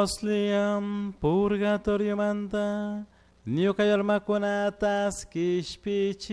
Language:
Chimborazo Highland Quichua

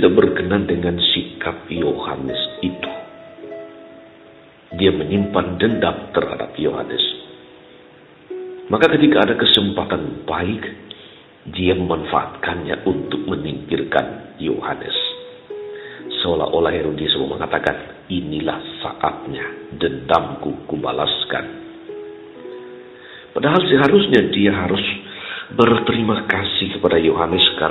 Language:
Indonesian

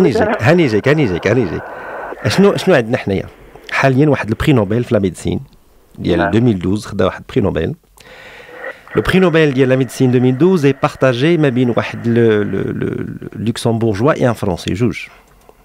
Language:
Moroccan Arabic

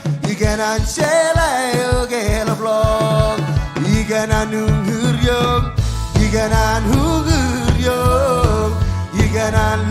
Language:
Marshallese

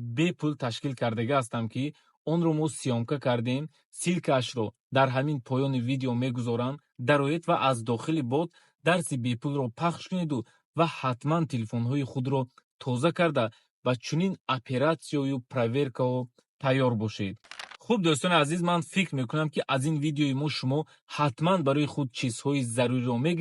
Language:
Tajik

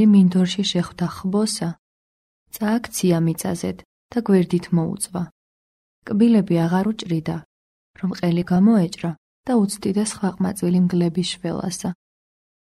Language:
Georgian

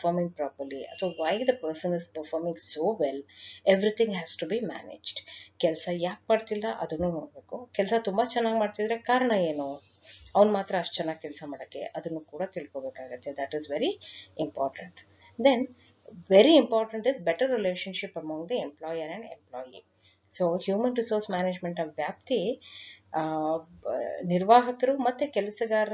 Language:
Kannada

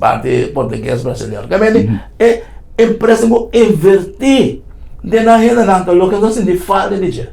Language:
Papiamento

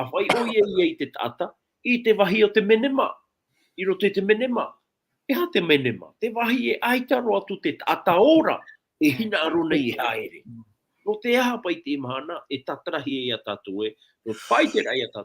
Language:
Tahitian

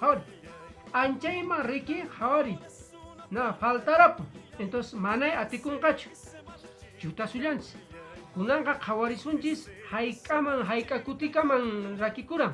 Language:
Quechua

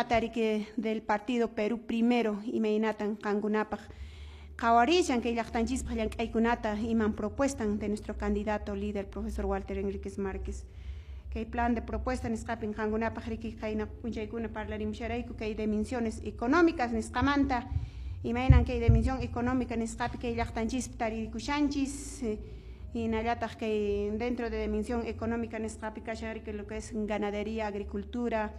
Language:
Quechua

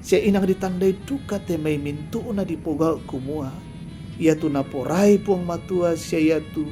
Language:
Toraja-Sa'dan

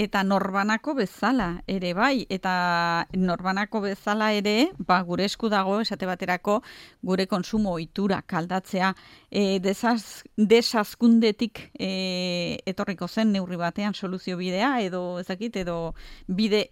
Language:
Basque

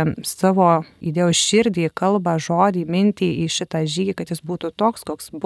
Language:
Lithuanian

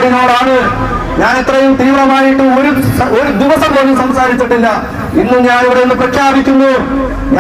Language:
Malayalam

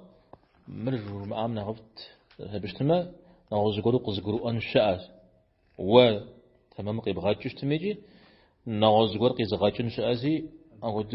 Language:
Kabardian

